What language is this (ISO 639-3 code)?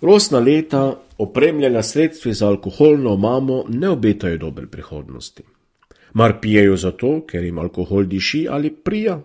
slv